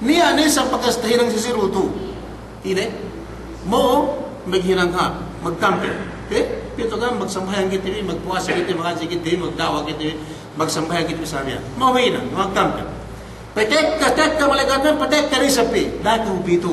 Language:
Yakan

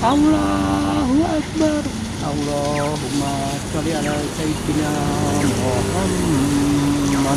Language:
Javanese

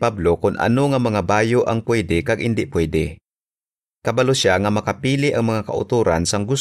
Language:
Hiligaynon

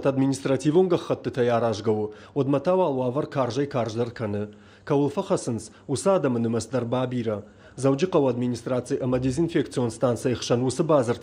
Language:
Ossetic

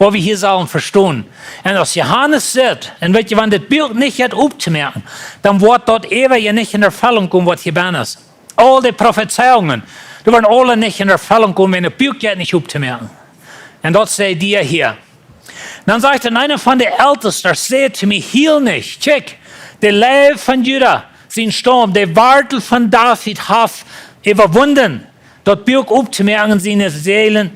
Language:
Plautdietsch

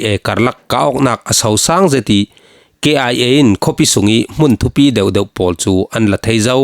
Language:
Falam Chin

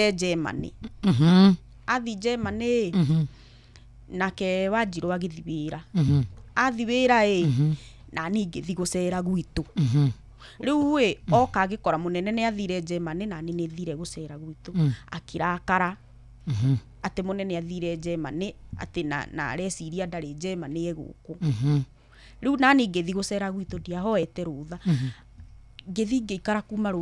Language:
Kikuyu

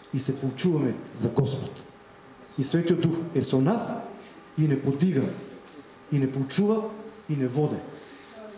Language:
Macedonian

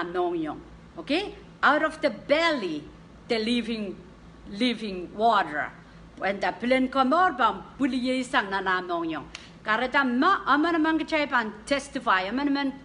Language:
Pohnpeian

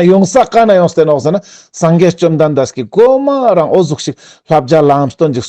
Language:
Ladakhi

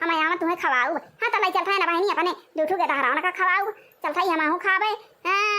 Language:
Awadhi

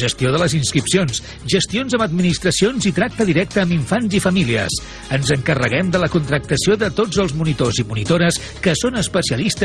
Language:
Catalan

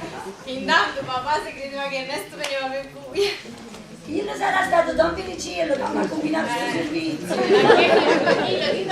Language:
Neapolitan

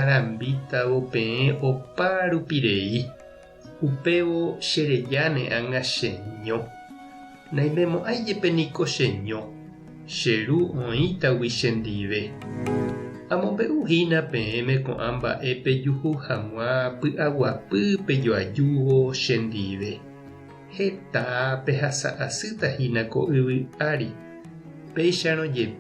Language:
Guarani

